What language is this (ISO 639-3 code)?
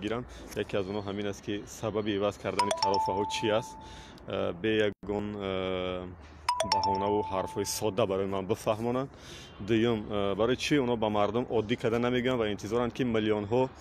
tgk